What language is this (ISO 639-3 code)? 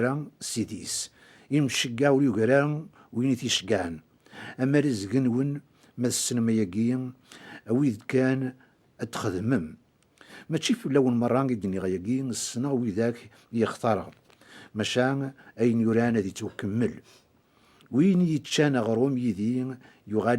kab